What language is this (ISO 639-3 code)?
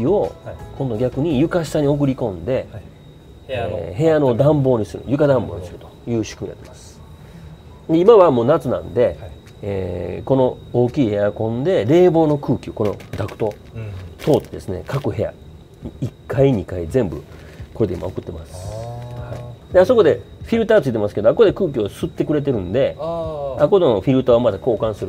jpn